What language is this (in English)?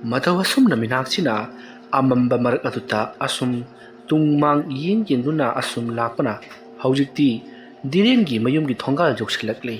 Manipuri